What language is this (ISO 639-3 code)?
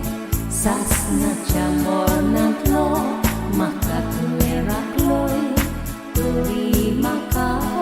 kok